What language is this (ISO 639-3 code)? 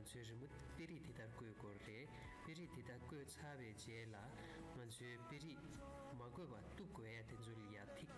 bod